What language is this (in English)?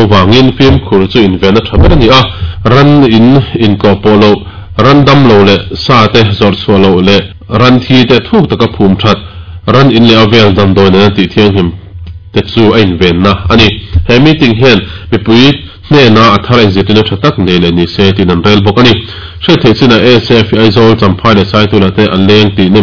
Mizo